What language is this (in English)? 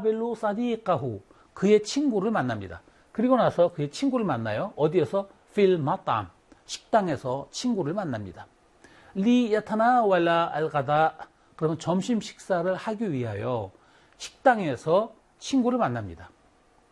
Korean